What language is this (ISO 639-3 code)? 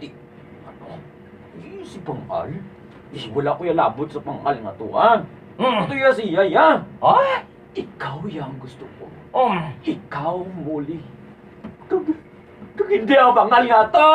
hil